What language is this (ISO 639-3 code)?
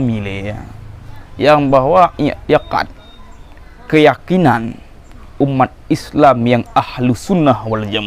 ace